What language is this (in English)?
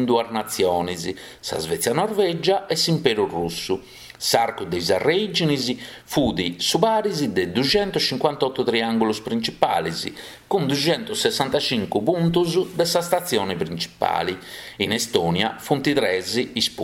Sardinian